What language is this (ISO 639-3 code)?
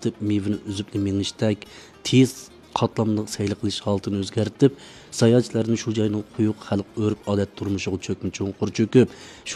uig